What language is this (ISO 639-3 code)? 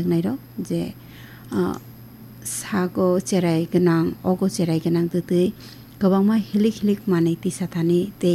trp